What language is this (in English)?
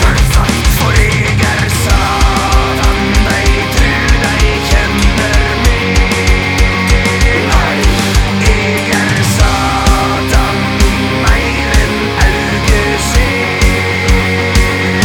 Norwegian